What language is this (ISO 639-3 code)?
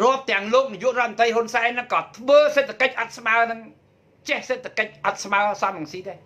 khm